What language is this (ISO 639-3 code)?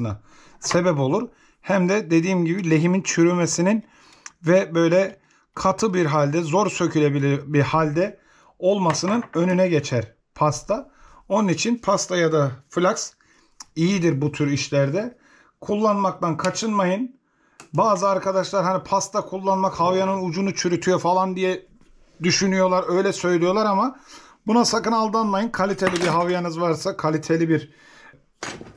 tur